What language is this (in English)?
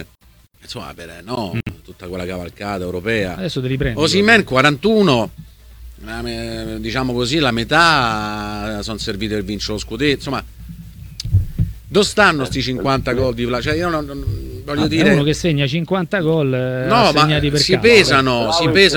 Italian